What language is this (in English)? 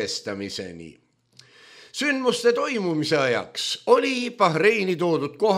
Estonian